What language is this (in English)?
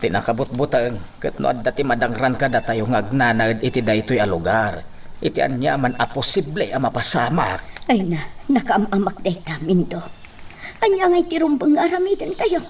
Iloko